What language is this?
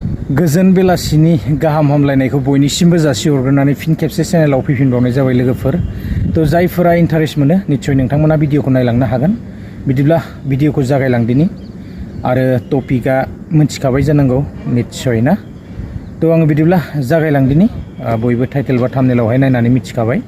Bodo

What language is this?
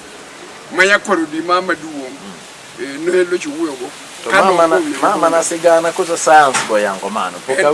Luo (Kenya and Tanzania)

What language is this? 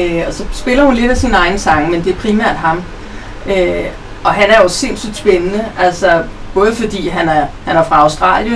Danish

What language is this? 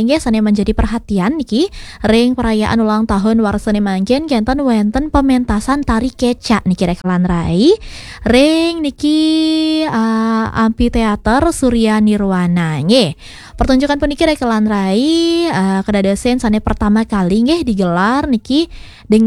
Balinese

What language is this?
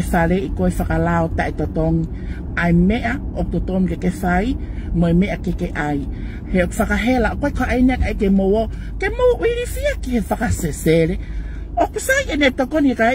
Tongan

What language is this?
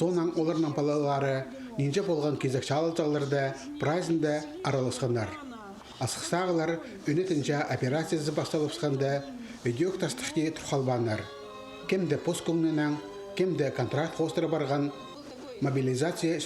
Khakas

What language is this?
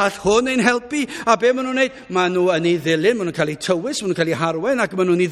Welsh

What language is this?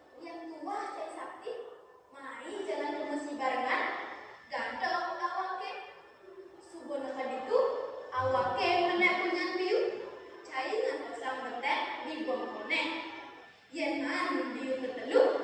Balinese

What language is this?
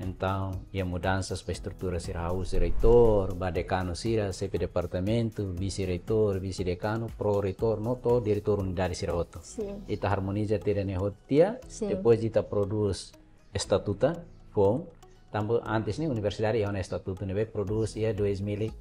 Tetum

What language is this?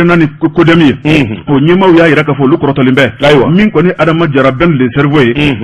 Bambara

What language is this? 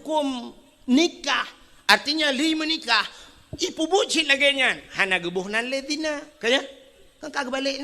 Achinese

